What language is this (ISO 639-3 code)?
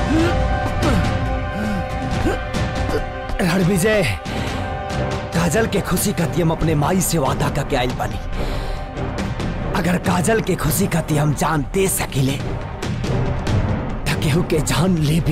bho